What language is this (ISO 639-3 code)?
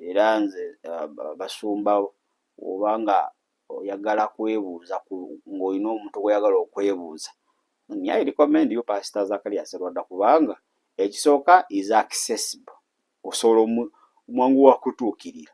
lug